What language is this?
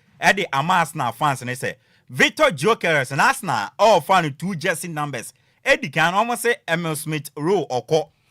Akan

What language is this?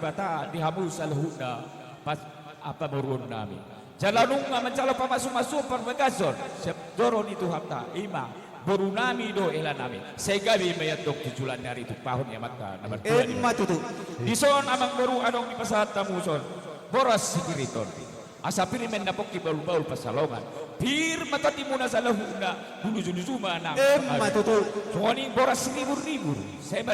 Batak Toba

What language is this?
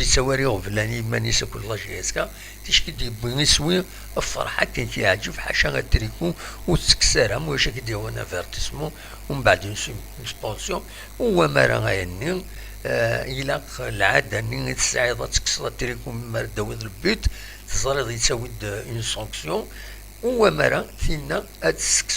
Kabyle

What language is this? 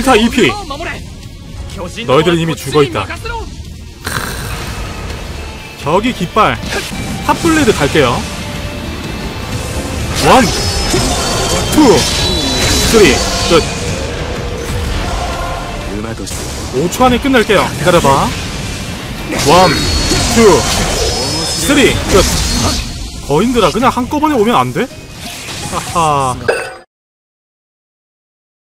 Korean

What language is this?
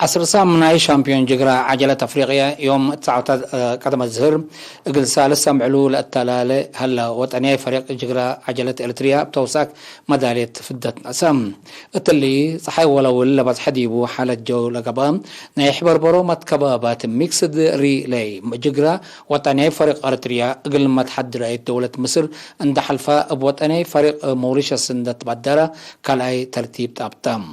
Tigre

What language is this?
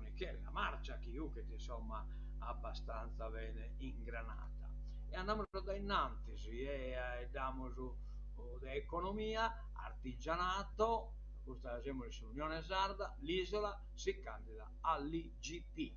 Sardinian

